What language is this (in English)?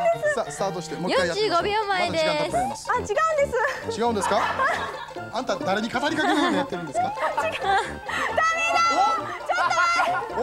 Japanese